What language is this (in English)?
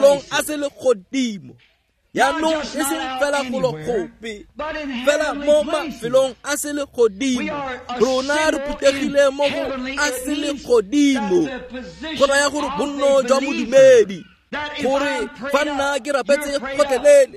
Tswana